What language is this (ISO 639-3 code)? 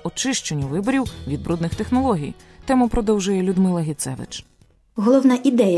ukr